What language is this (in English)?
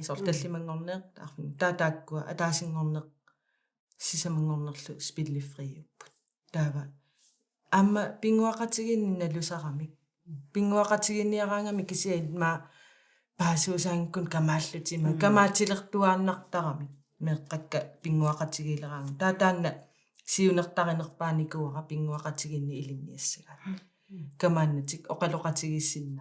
Kalaallisut